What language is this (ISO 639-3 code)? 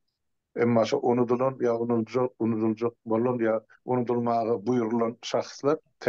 tuk